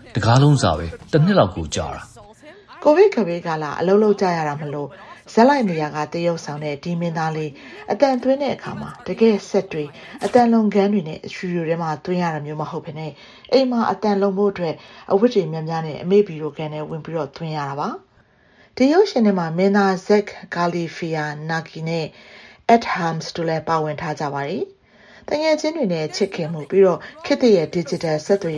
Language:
Burmese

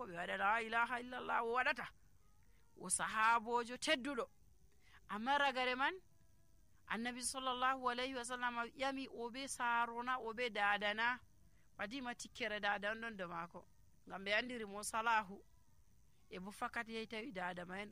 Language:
Nigerian Fulfulde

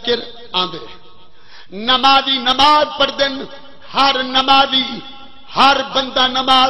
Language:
Saraiki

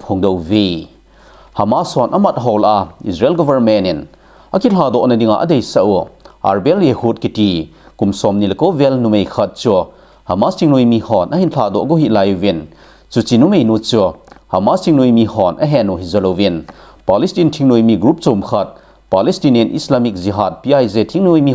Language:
Thado Chin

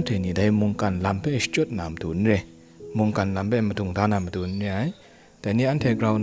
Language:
Kachin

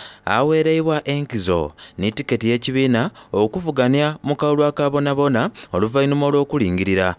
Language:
Soga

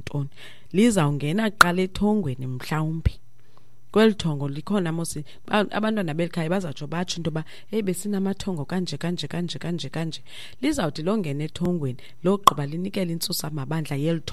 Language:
Xhosa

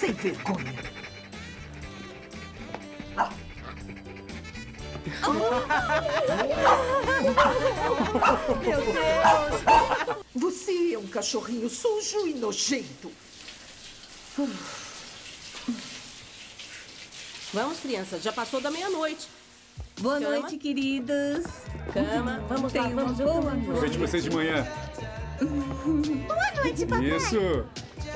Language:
Portuguese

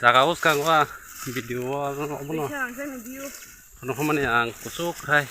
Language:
Kok Borok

